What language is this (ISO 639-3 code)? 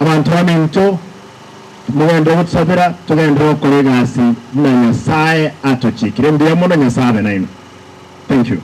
guz